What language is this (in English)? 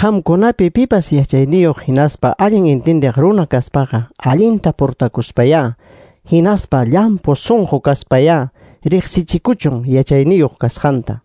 Ayacucho Quechua